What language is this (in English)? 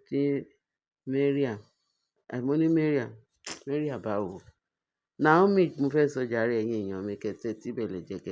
Yoruba